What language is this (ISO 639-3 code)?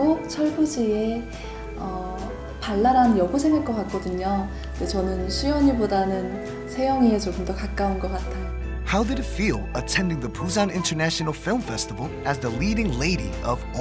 kor